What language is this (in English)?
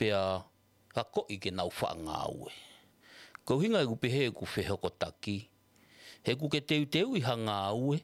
Tongan